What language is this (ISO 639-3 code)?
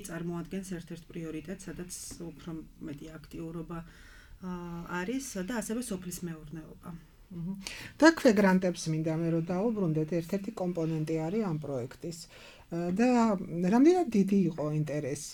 kat